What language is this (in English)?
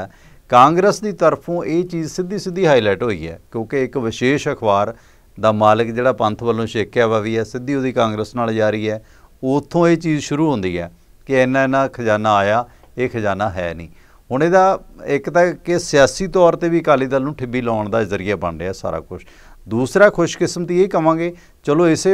Punjabi